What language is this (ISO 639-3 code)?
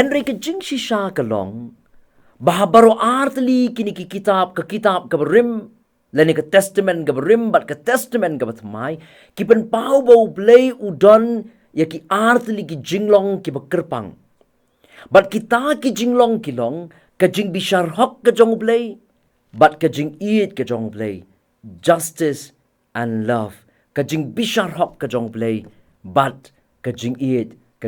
kha